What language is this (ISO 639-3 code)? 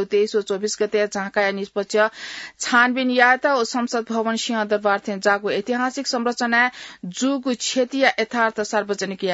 new